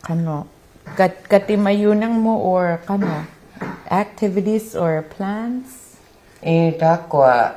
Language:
Inuktitut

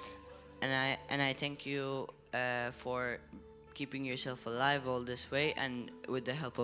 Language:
English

